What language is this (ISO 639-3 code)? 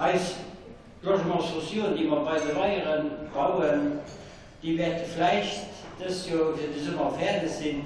ltz